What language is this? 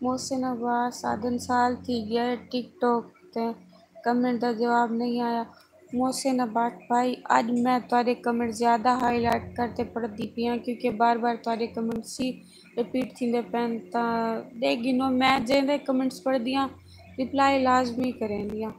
Saraiki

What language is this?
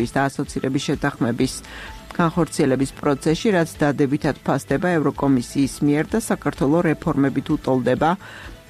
Georgian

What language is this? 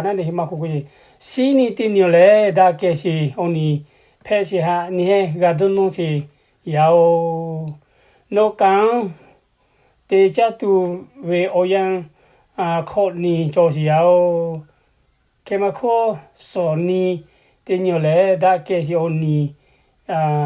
Lahu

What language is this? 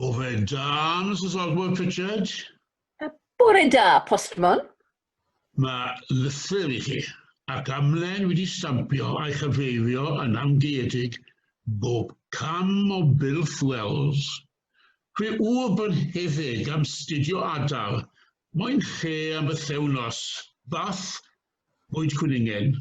Welsh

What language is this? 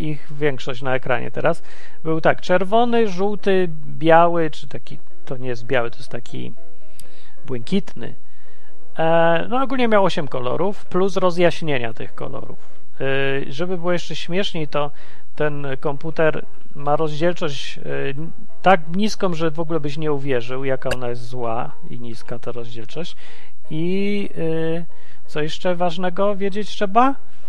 Polish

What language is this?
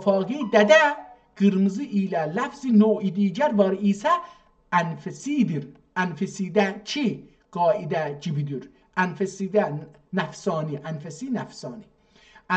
South Azerbaijani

